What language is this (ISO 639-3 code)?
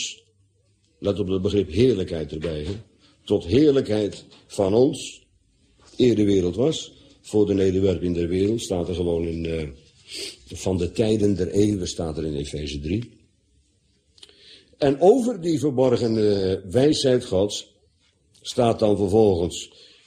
nld